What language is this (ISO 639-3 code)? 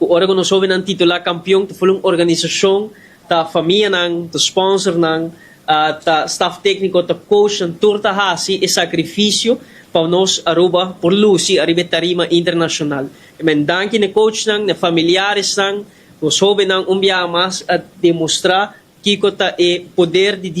pap